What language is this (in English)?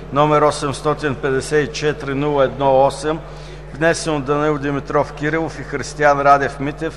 Bulgarian